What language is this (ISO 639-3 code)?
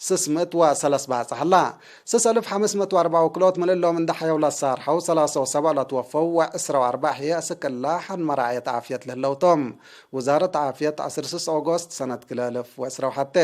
tig